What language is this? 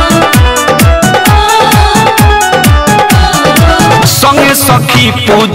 Bhojpuri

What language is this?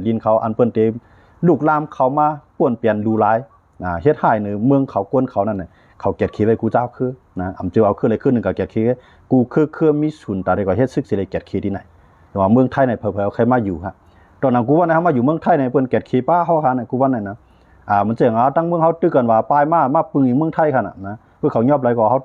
Shan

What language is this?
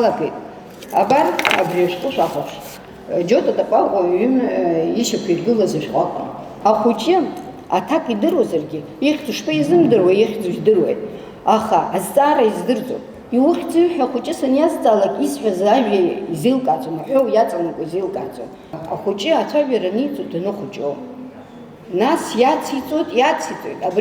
Abkhazian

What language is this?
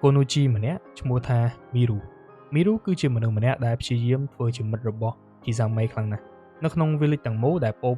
Khmer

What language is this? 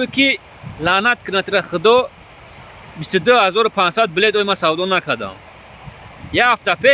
Tajik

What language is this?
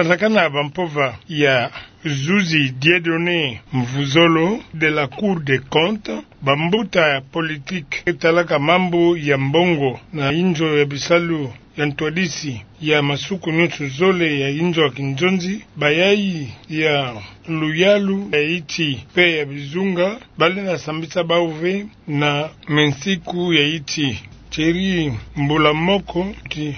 Kituba (Democratic Republic of Congo)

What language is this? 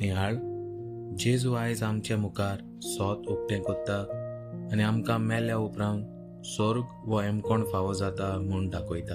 Konkani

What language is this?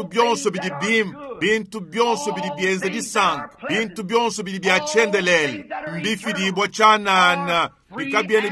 Luba-Lulua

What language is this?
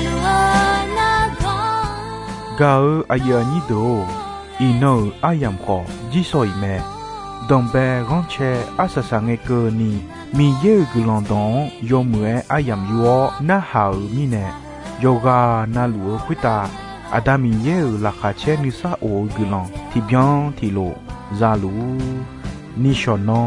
Akha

